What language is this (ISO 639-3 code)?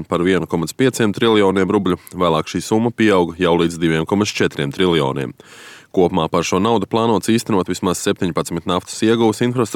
lav